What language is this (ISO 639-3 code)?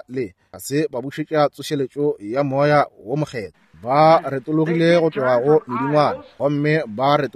nso